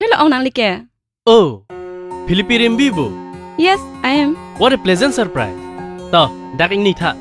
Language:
Karbi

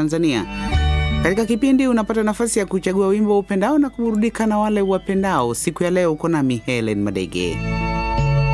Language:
Swahili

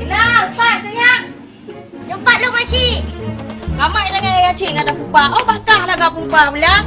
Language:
Achinese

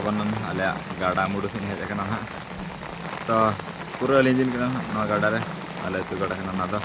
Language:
Santali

